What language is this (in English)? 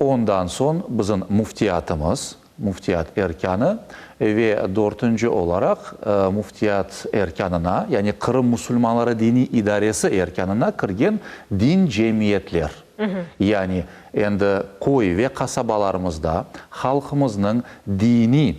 Crimean Tatar